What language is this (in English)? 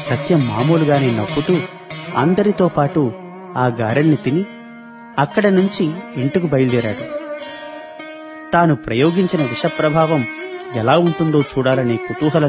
Telugu